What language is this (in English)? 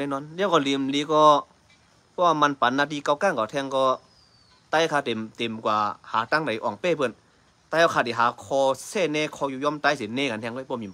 Shan